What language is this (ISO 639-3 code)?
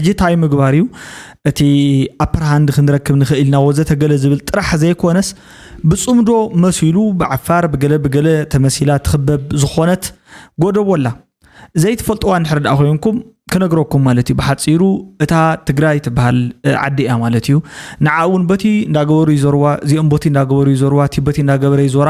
tir